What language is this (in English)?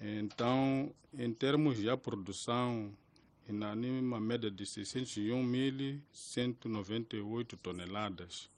Tsonga